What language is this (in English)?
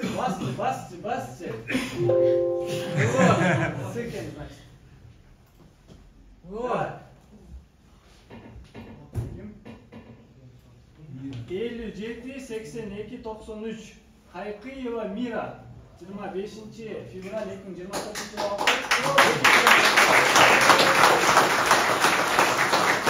Kyrgyz